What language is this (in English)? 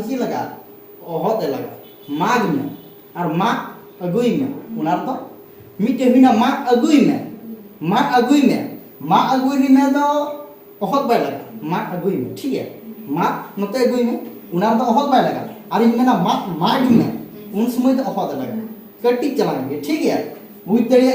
Santali